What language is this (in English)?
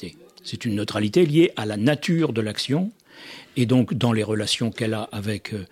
French